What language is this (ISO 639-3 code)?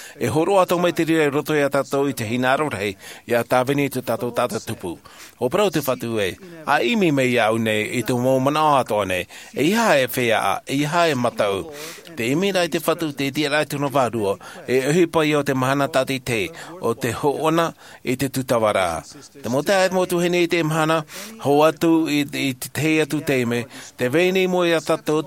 tah